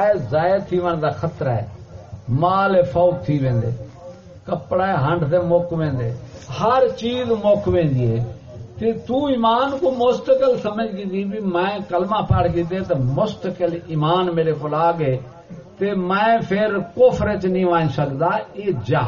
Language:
Saraiki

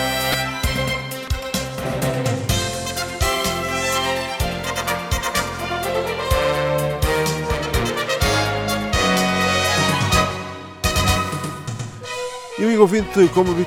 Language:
Portuguese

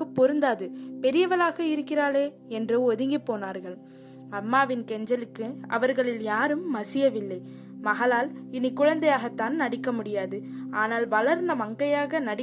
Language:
Tamil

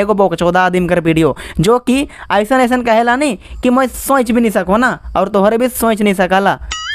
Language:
Sadri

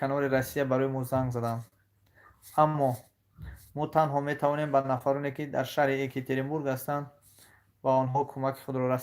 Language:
Tajik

